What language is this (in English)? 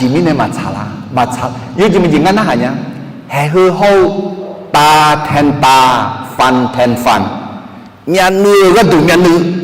Akha